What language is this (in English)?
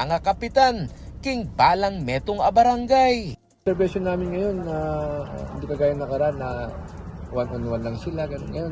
Pampanga